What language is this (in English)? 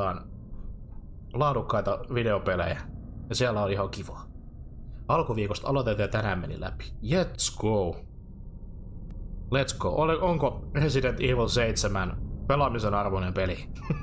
Finnish